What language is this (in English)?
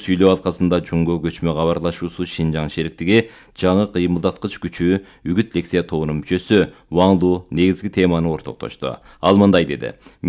Kyrgyz